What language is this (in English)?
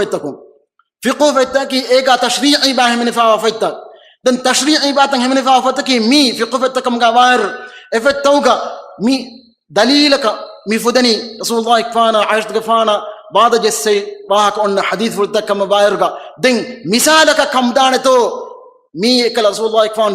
Divehi